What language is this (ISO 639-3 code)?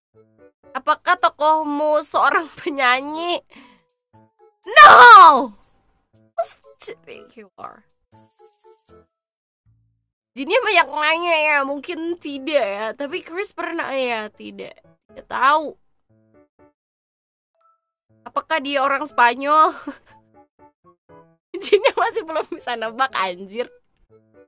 ind